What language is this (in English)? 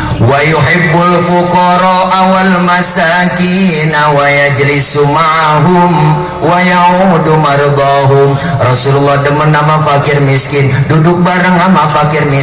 Betawi